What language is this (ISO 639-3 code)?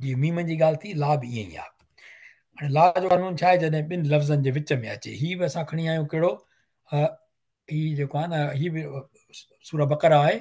snd